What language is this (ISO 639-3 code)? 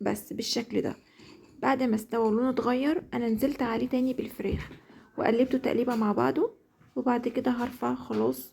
arz